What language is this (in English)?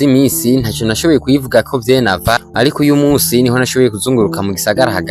Rundi